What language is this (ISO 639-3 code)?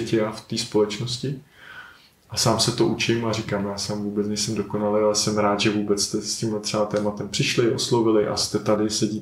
ces